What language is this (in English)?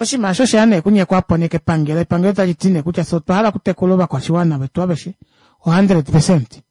Kuanyama